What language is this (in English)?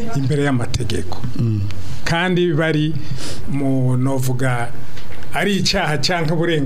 Rundi